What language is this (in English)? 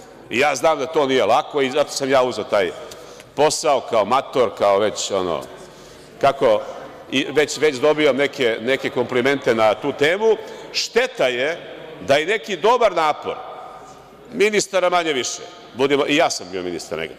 Serbian